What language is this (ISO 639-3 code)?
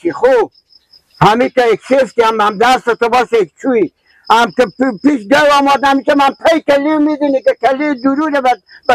fas